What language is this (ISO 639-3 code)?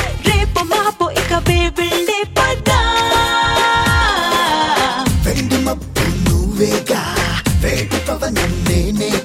tel